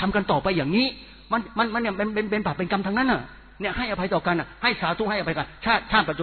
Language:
Thai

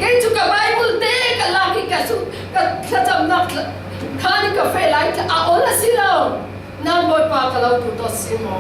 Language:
Falam Chin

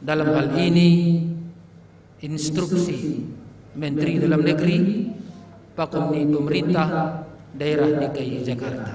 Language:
Batak Simalungun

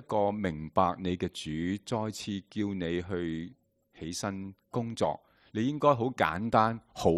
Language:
Cantonese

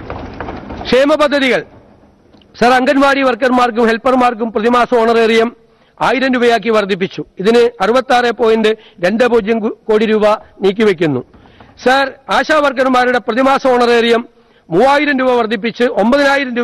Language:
Malayalam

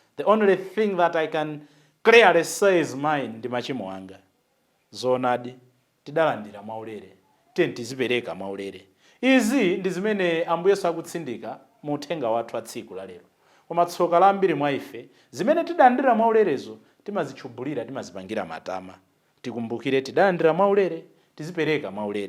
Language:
Nyanja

